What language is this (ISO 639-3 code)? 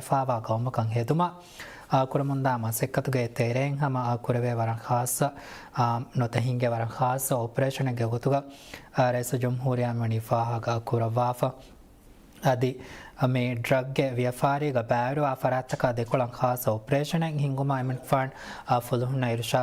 div